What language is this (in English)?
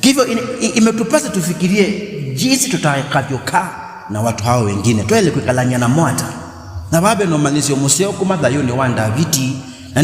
Kamba